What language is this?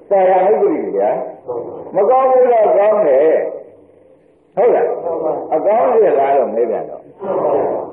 Burmese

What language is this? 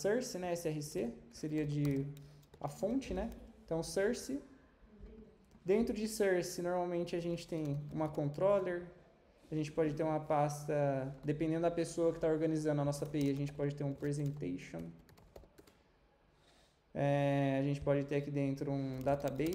Portuguese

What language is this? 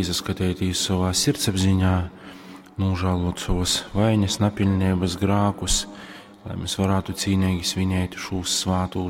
Latgalian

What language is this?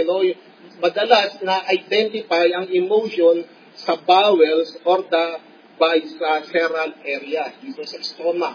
Filipino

